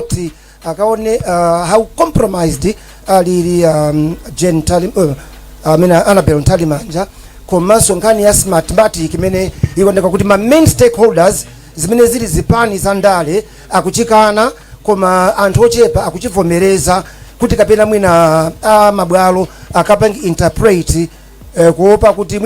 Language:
Nyanja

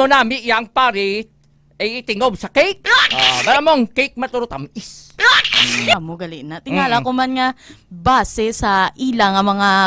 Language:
Hiligaynon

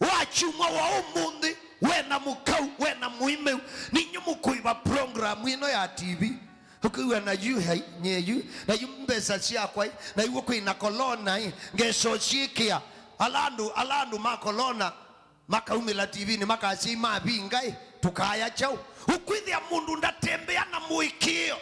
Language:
Kamba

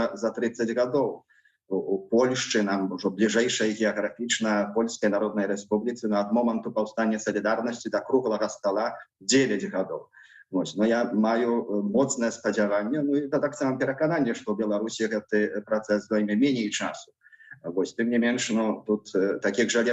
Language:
Belarusian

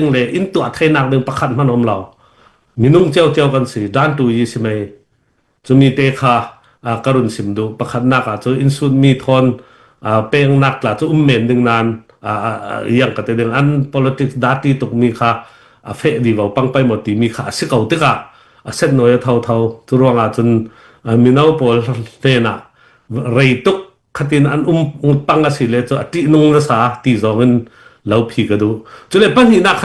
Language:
Hakha Chin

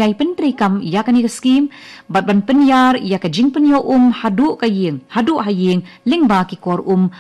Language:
Khasi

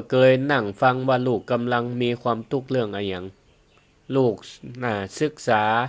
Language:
Northern Thai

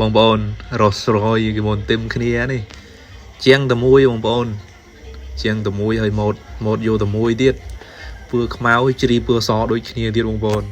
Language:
Khmer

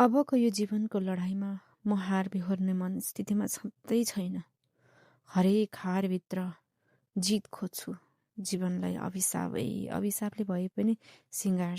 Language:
Nepali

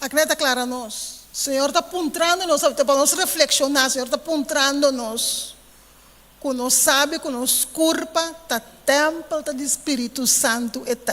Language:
Papiamento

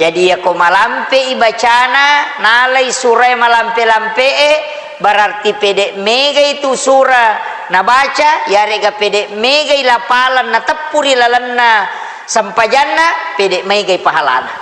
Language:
Buginese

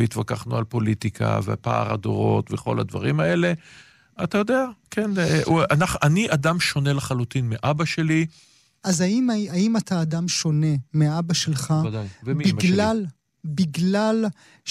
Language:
Hebrew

